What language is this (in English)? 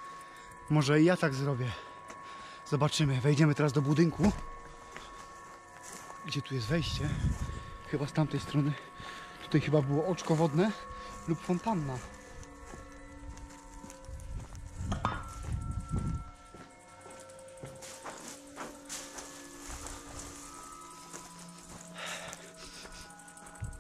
Polish